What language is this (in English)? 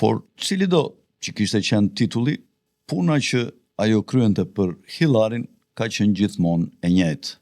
Albanian